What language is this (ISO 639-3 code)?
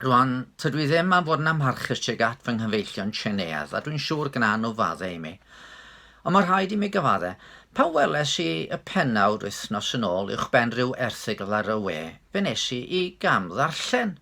cym